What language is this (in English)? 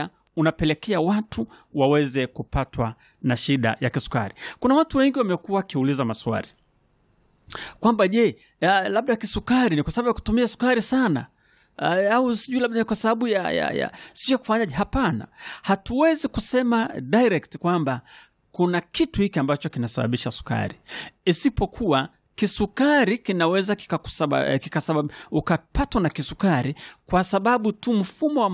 Swahili